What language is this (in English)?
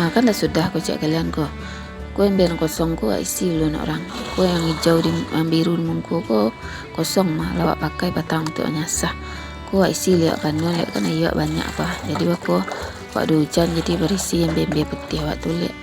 Minangkabau